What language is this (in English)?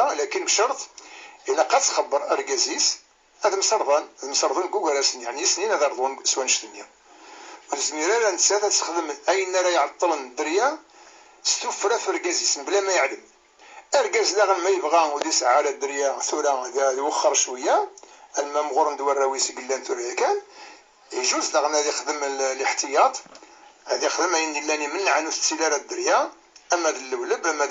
Kabyle